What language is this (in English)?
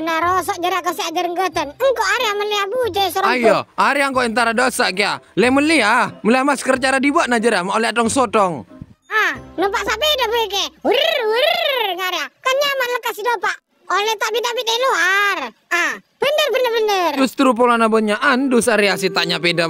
Madurese